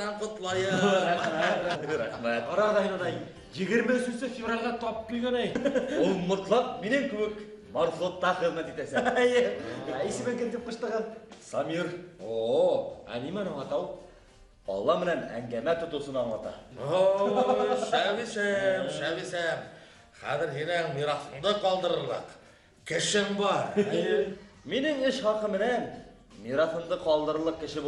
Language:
Bashkir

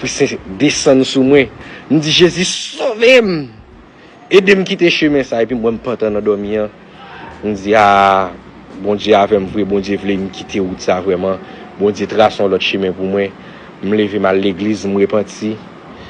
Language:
Haitian Creole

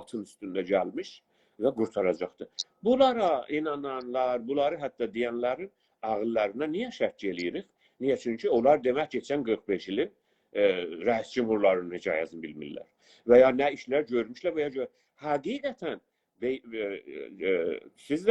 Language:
South Azerbaijani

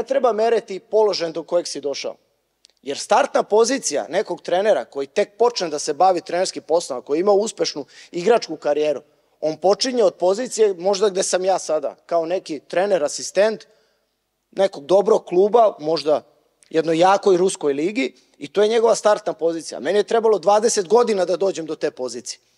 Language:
Serbian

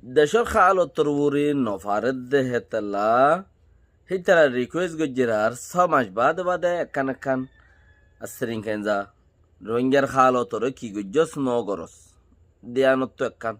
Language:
Rohingya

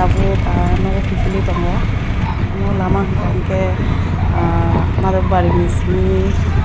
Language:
Kok Borok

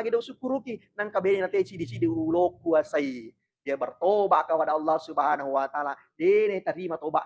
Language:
Buginese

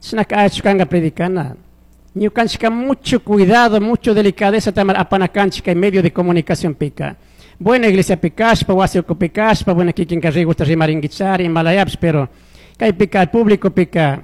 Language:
Chimborazo Highland Quichua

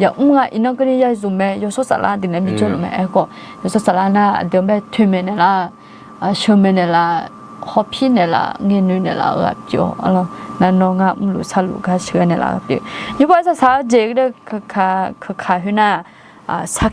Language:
Akha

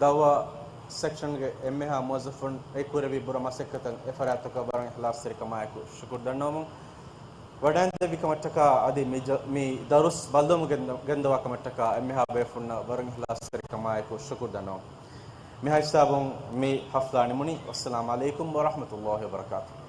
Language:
Divehi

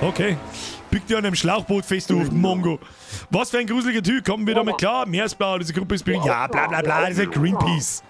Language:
Bavarian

